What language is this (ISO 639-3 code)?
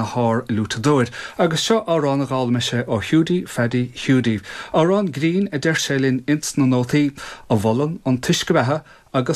gle